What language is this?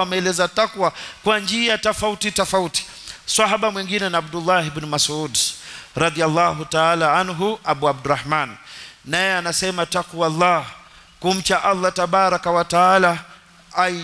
Swahili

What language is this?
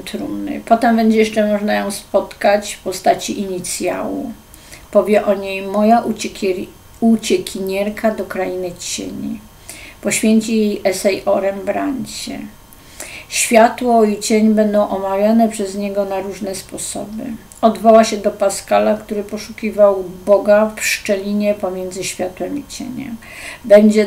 Polish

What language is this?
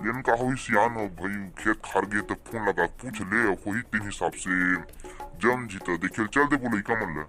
Chhattisgarhi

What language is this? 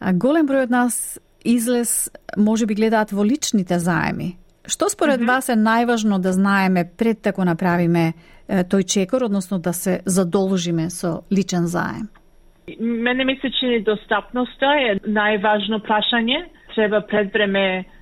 Macedonian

